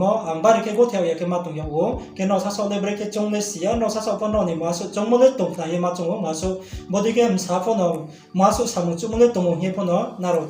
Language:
Riang (India)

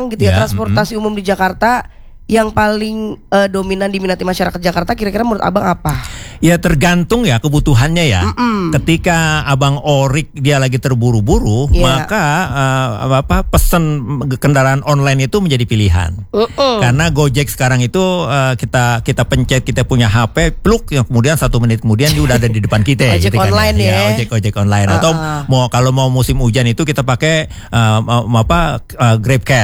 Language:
Indonesian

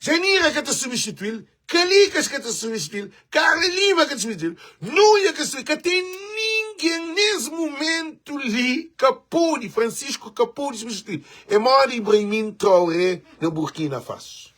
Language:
Kabuverdianu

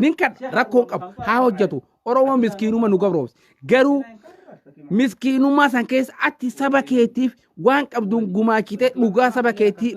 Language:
Oromo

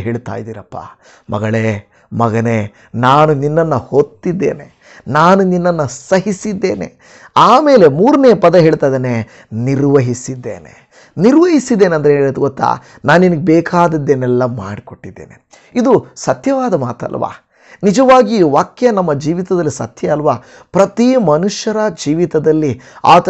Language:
Kannada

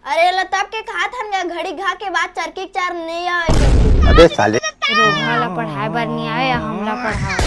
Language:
Chhattisgarhi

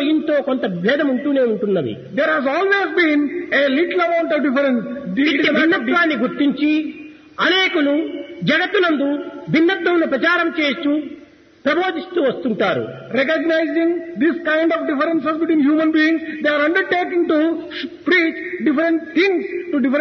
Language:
Telugu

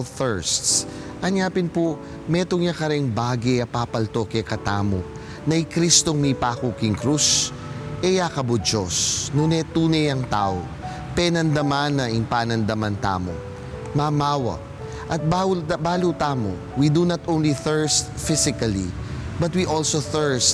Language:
Pampanga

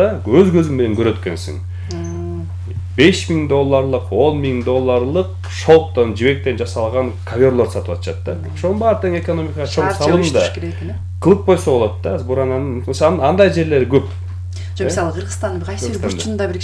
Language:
Kyrgyz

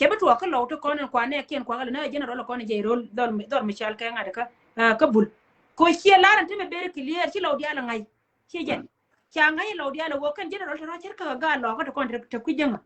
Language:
Nuer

